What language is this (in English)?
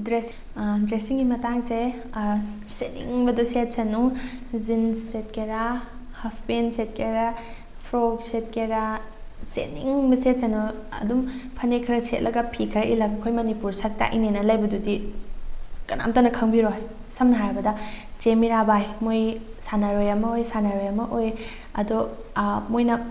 Manipuri